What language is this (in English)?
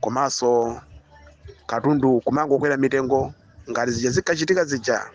Nyanja